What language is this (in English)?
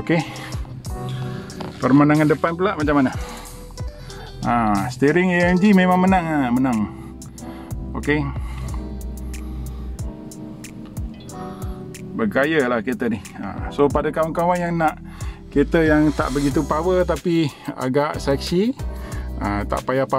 Malay